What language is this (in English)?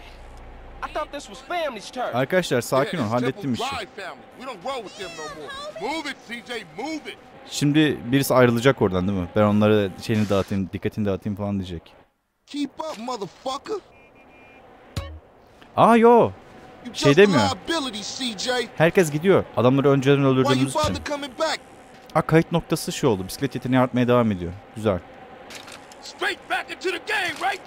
Turkish